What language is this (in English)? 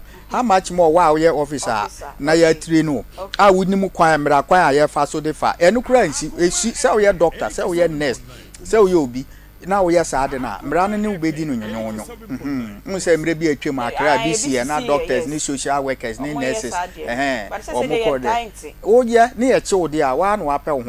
Akan